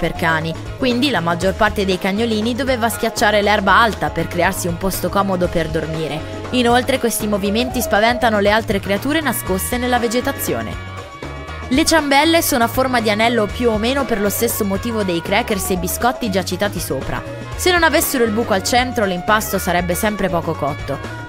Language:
Italian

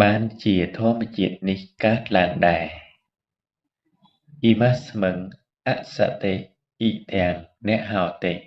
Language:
Khmer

